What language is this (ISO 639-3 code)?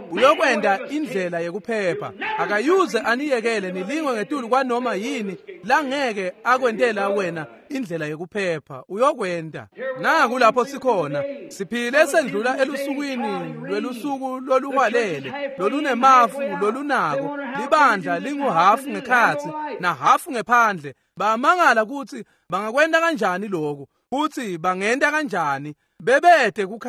ssw